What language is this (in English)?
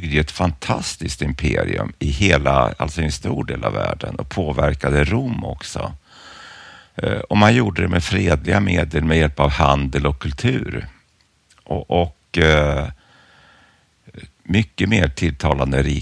Swedish